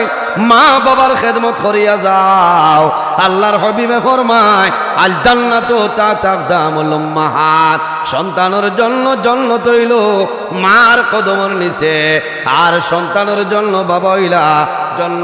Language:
Sylheti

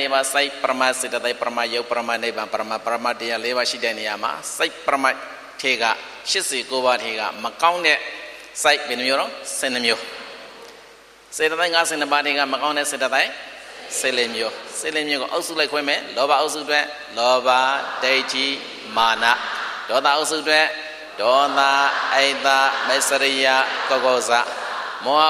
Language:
Burmese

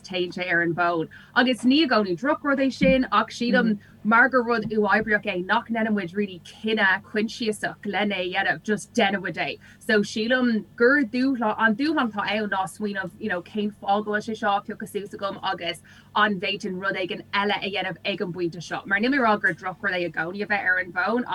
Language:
Irish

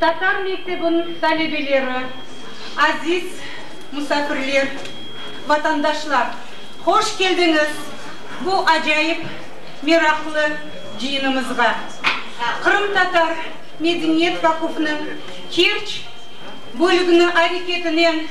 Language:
Crimean Tatar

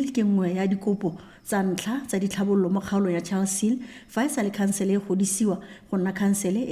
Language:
Tswana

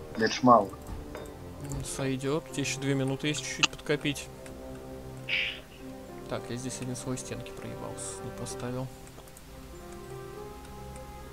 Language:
Russian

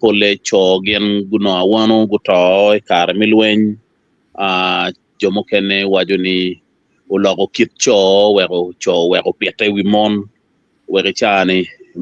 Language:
Acoli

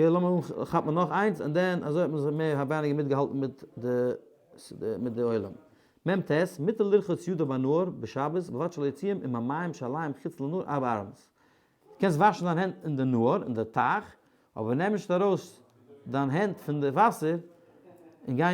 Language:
Yiddish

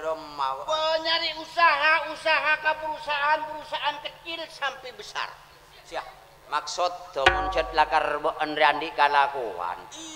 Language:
Madurese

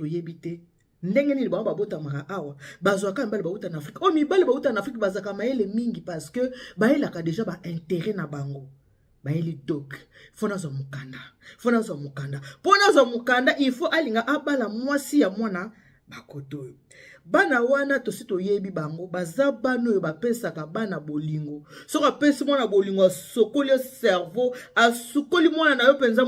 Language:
Lingala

